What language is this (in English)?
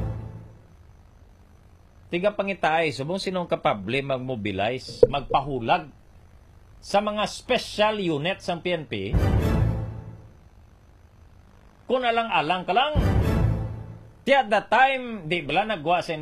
Hiligaynon